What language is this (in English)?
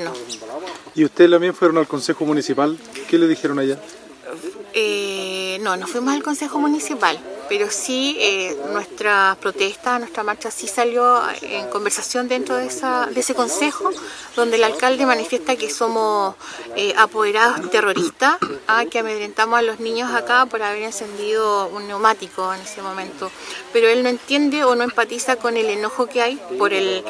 Spanish